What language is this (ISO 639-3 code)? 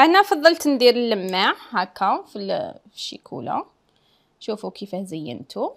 arq